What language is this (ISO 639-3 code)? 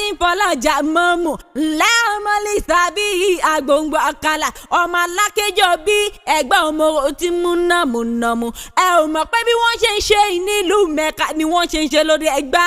yor